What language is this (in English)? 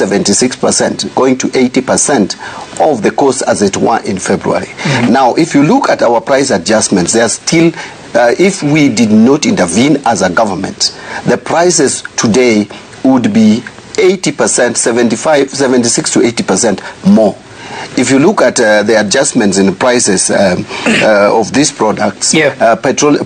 Gusii